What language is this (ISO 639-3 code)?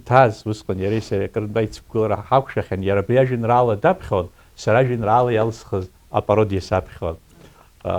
abk